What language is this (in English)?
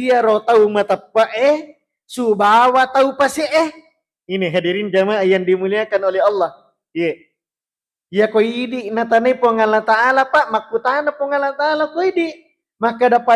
Buginese